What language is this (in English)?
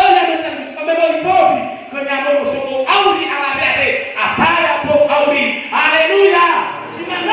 Nias